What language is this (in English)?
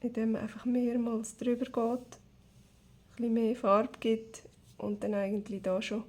Swiss German